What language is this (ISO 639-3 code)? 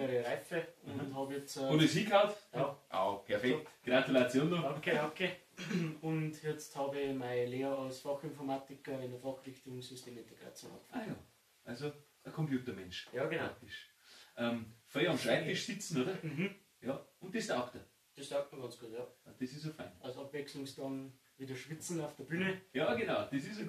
bar